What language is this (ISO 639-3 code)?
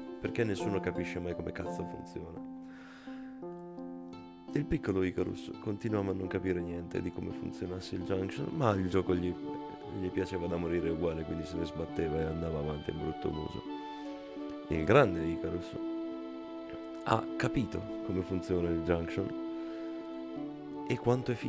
ita